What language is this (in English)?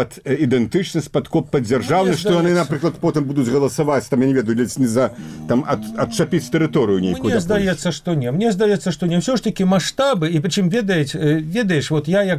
Belarusian